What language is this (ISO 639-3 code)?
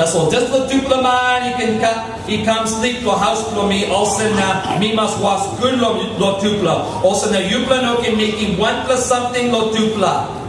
tpi